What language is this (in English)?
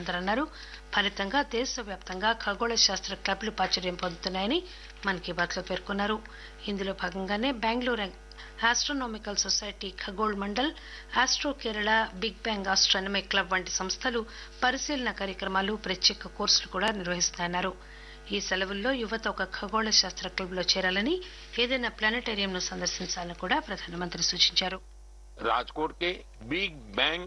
Telugu